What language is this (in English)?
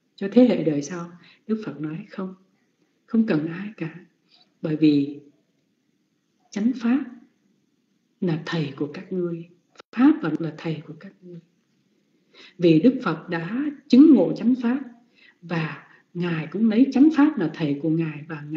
Vietnamese